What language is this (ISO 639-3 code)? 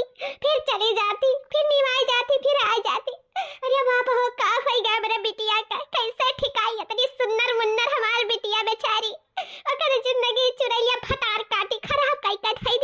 awa